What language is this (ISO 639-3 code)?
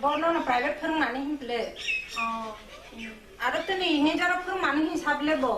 trp